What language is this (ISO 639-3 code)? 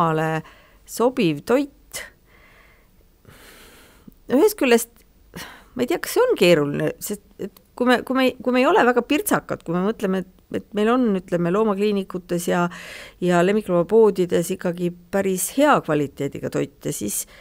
est